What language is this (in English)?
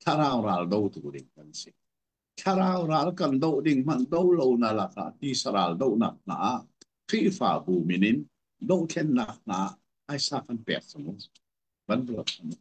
Hakha Chin